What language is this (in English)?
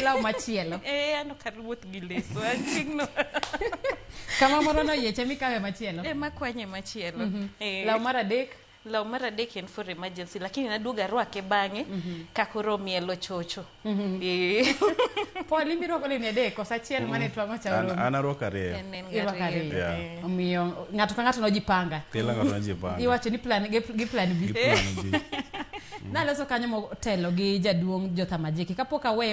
Luo (Kenya and Tanzania)